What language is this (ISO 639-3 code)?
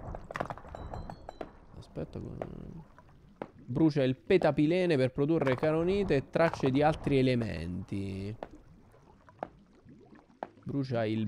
ita